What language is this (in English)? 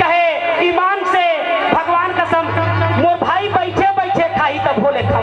Chhattisgarhi